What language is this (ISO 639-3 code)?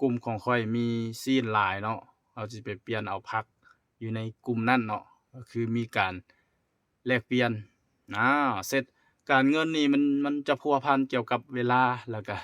lao